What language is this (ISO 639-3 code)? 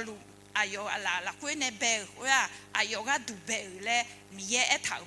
ahk